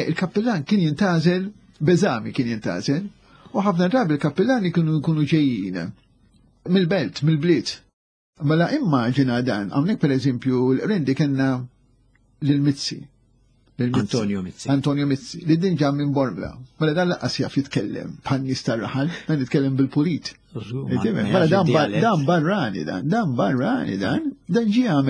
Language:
Maltese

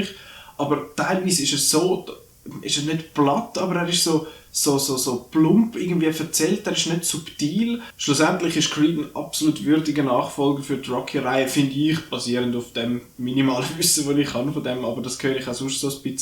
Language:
Swiss German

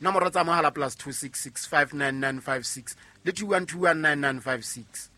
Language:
Southern Sotho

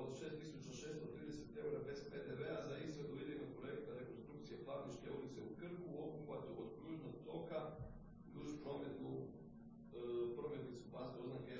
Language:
Croatian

